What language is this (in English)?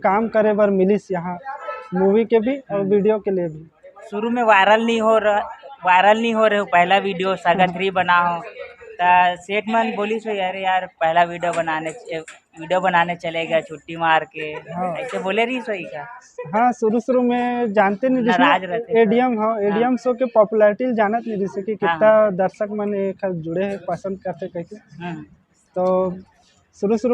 Chhattisgarhi